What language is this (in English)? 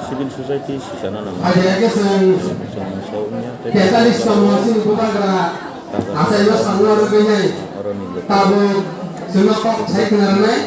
Kok Borok